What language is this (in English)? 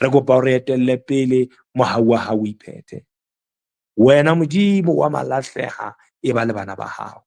Southern Sotho